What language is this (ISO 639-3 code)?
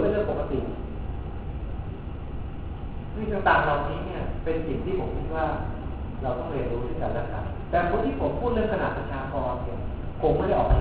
tha